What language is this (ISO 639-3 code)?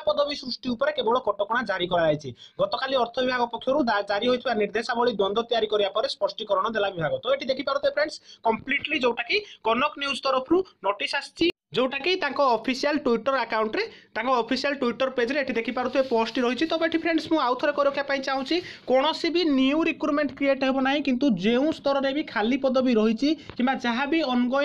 ori